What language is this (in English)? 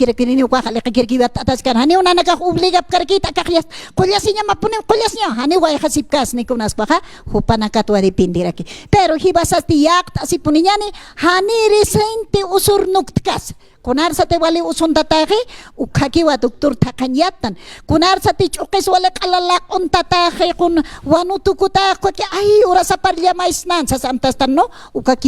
Aymara